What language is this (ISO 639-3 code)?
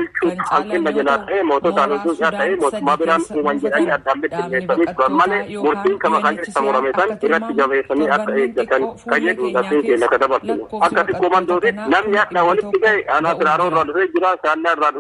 orm